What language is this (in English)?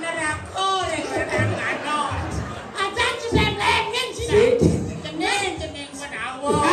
Balinese